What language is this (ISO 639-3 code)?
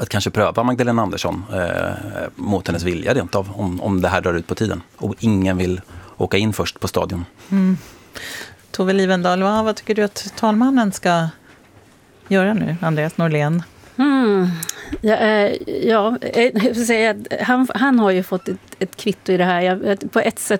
swe